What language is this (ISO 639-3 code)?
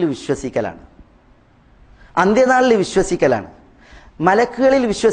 mal